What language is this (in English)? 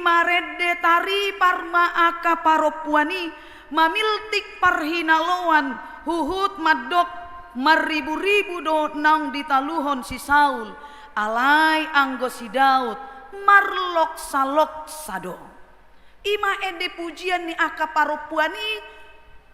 Batak Toba